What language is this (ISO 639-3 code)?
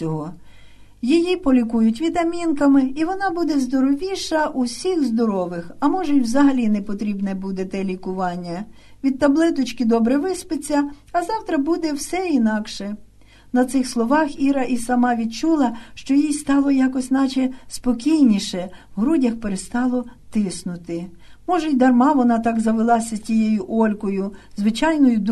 ukr